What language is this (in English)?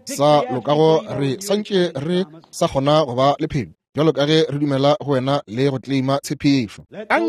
Northern Sotho